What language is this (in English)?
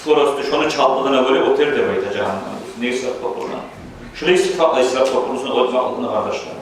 Kumyk